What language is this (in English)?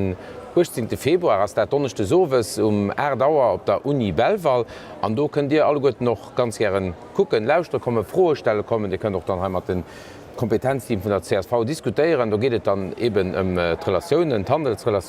Luxembourgish